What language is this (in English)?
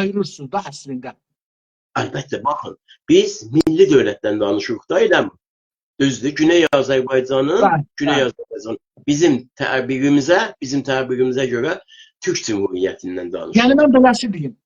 South Azerbaijani